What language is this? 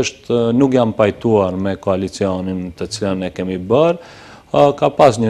Albanian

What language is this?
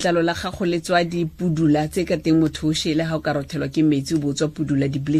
Tswana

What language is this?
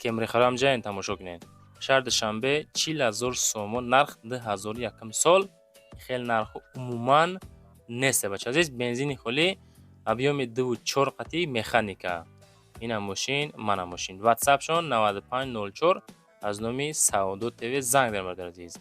Tajik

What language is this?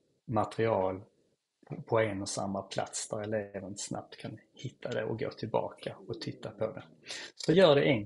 Swedish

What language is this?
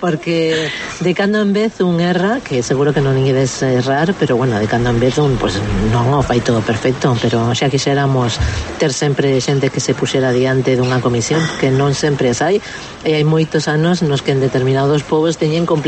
Galician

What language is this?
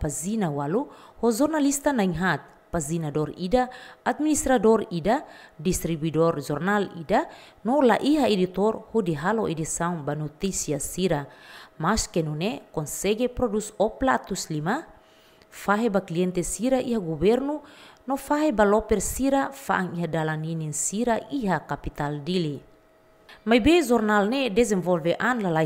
Tetum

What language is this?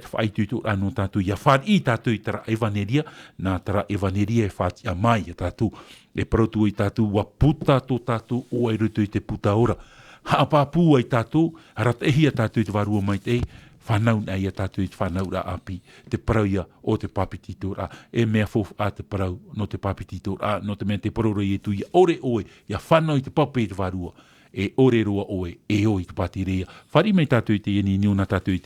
Tahitian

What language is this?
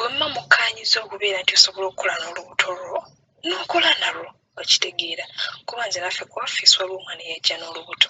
Ganda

